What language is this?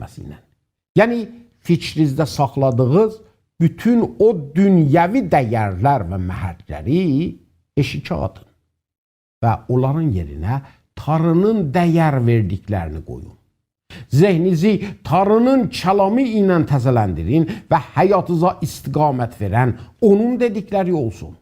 South Azerbaijani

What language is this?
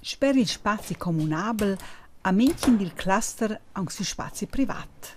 Romansh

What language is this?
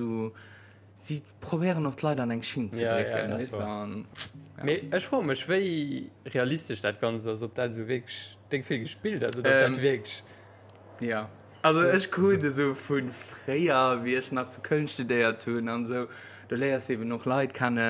Luxembourgish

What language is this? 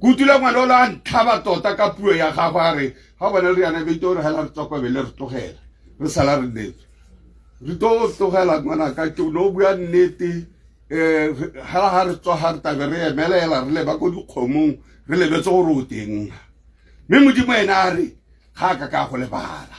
Tswana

